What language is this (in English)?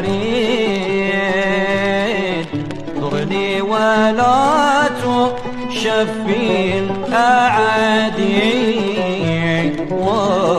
Arabic